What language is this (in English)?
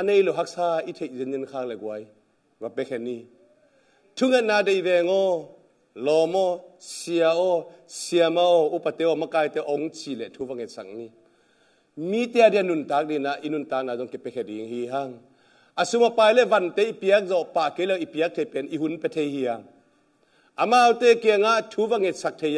Tedim Chin